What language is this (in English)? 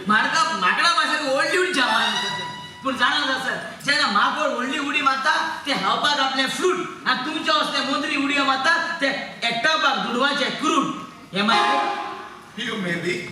Konkani